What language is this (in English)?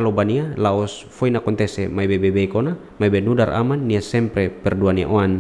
Tetum